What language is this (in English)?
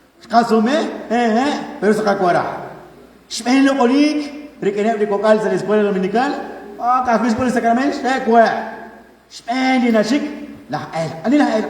Kekchí